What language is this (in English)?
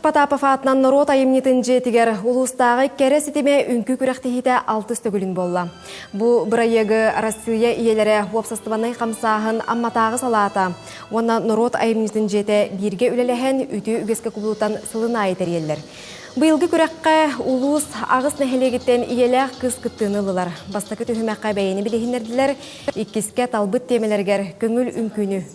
Yakut